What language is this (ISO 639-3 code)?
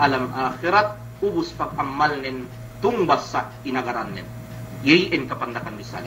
yka